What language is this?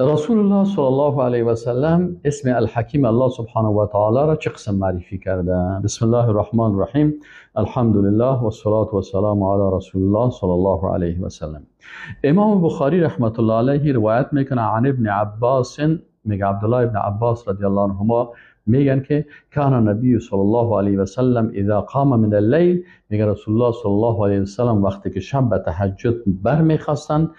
Persian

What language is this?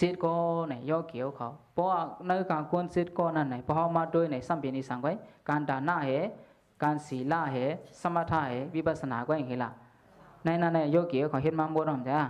Shan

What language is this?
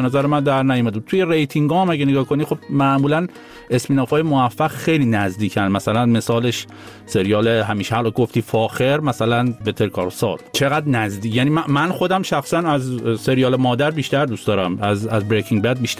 Persian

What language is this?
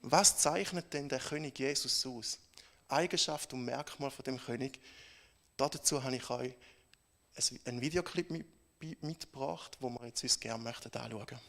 Swiss German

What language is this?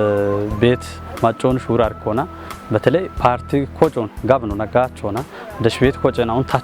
Kafa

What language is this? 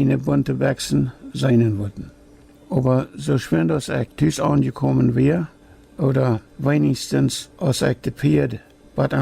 Plautdietsch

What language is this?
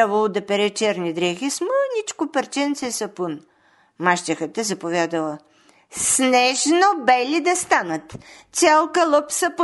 Bulgarian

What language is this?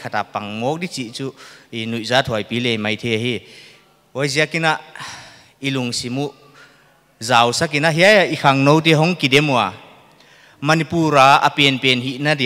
Paite Chin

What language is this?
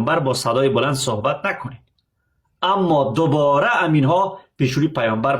Persian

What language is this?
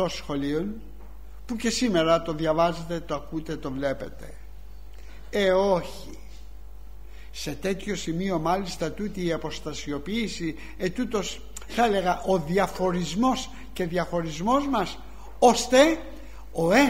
Greek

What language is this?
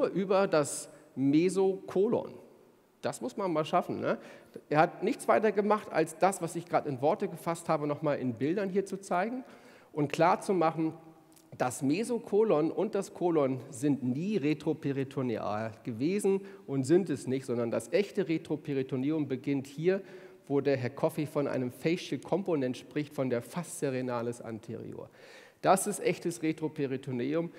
German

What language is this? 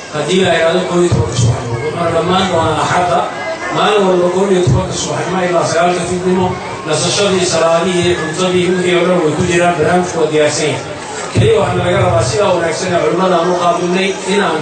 Somali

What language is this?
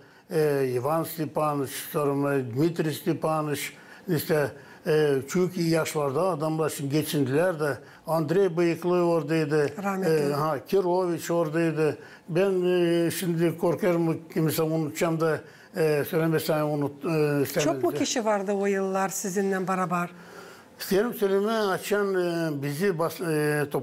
Gagauz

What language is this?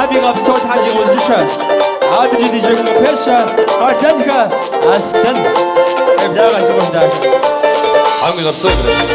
Kabardian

